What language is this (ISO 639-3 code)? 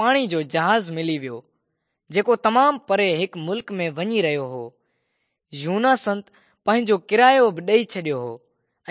snd